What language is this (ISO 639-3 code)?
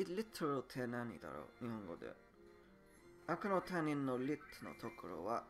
jpn